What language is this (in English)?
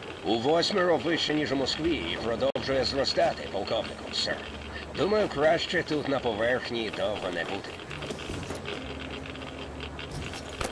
Ukrainian